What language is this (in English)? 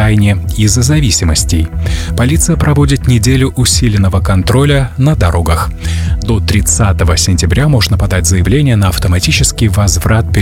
Russian